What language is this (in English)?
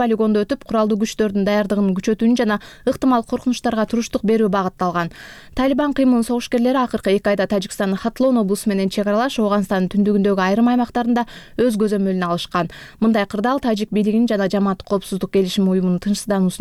Kyrgyz